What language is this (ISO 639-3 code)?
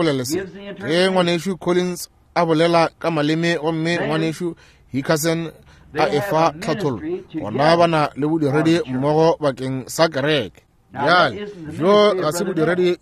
nso